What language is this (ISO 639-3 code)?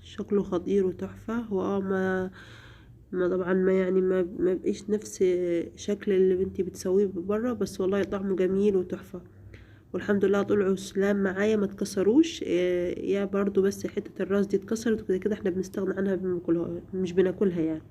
arz